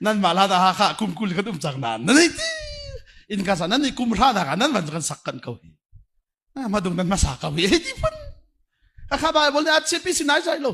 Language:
Hakha Chin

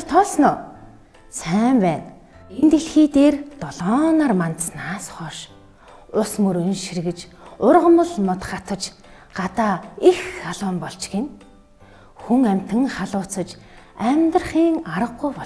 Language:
Mongolian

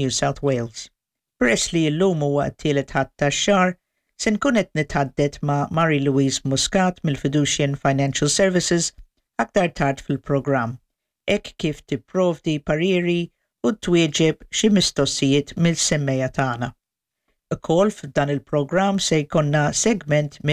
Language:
Maltese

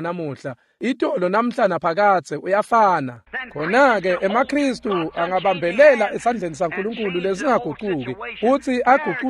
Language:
Swati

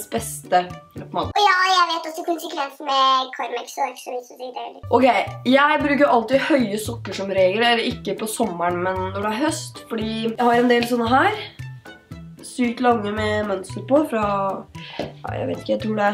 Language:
Norwegian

